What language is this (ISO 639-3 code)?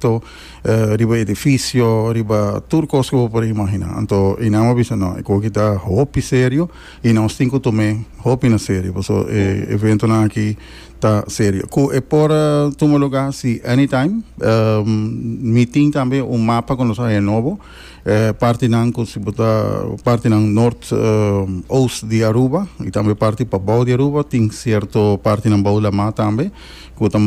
pap